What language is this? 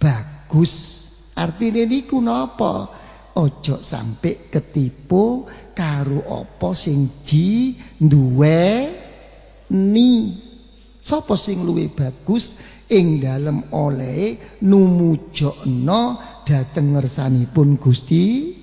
Javanese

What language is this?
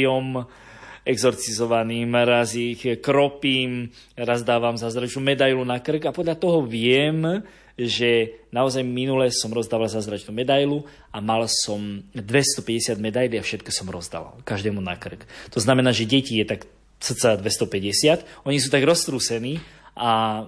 Slovak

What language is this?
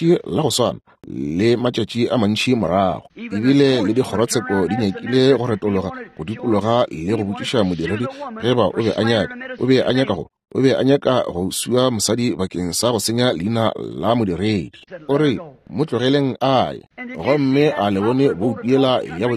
Northern Sotho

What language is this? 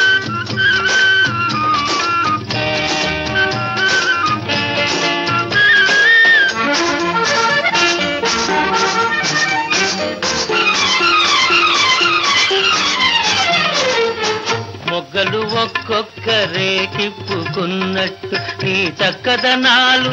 Telugu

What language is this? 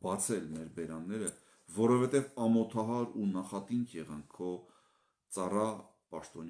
Armenian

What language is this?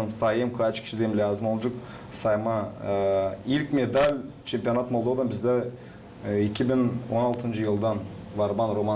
Gagauz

